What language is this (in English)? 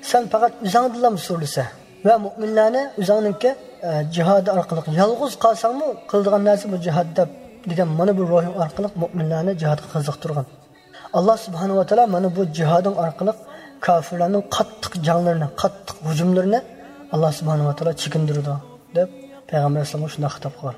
Uyghur